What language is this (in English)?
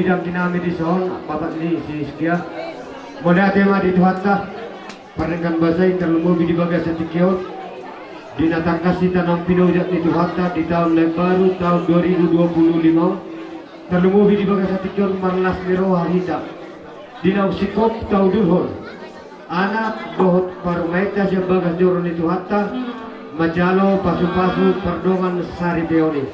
Batak Toba